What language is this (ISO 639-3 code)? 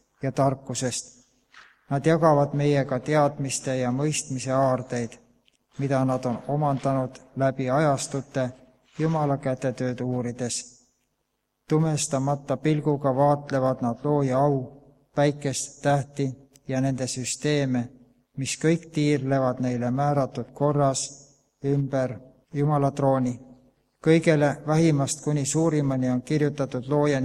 est